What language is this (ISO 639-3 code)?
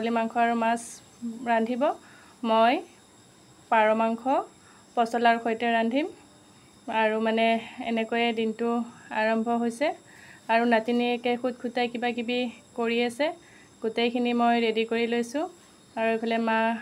asm